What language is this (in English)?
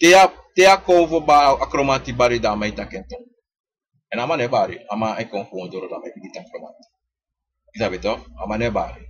Sranan Tongo